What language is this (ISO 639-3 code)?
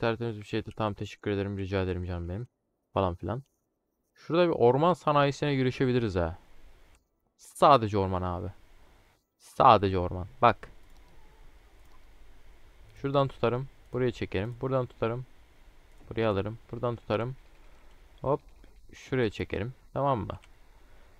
tur